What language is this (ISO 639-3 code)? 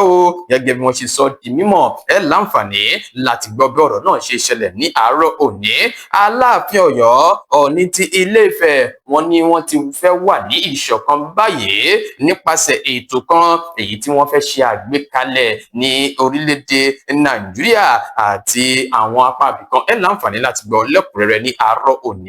yor